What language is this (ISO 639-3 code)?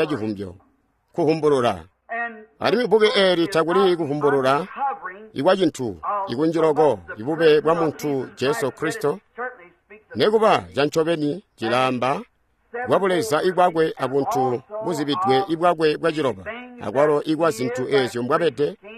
toi